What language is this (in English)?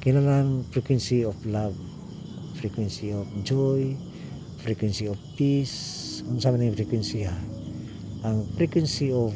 Cebuano